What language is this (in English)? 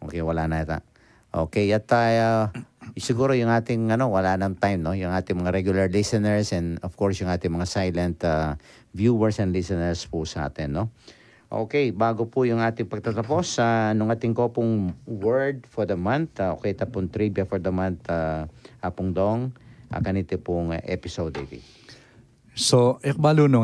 Pampanga